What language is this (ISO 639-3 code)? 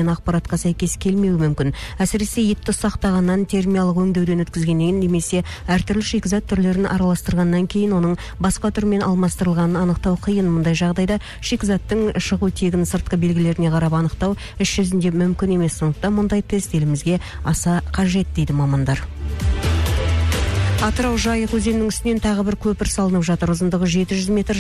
kaz